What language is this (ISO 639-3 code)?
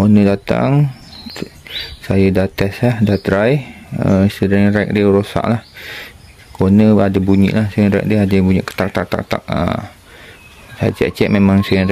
msa